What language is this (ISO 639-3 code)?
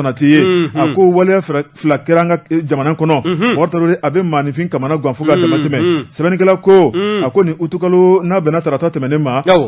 bam